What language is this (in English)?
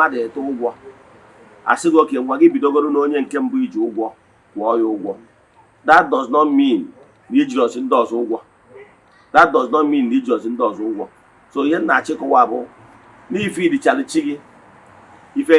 Igbo